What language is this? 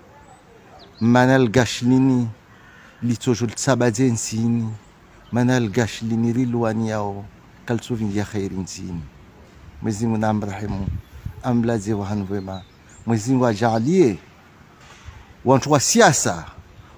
Swahili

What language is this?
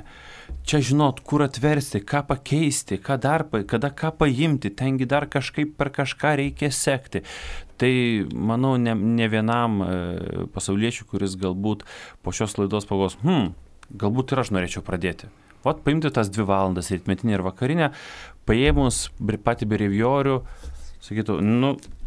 Lithuanian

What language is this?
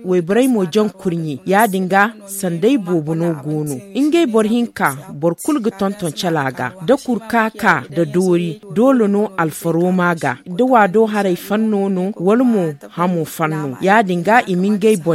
Zarma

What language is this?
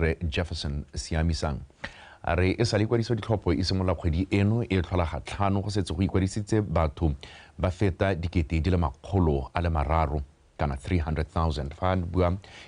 Tswana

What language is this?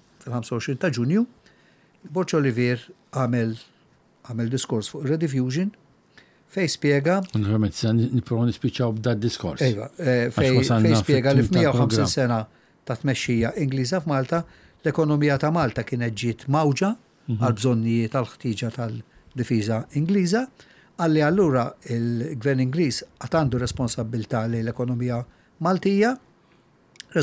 Maltese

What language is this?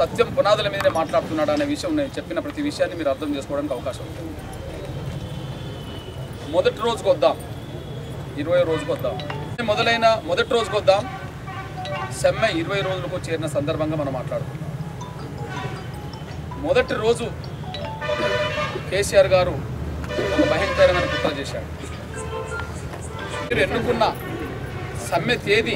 Telugu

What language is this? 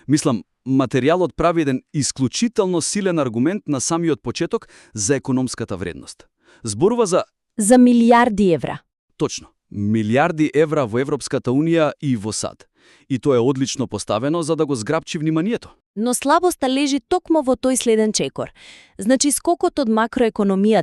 Macedonian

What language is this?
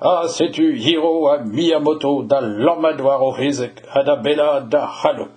Breton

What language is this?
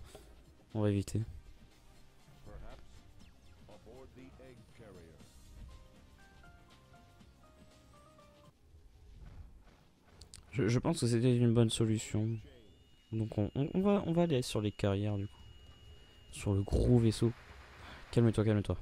French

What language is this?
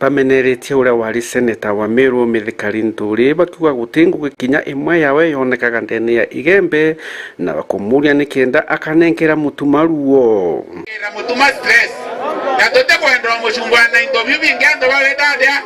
Meru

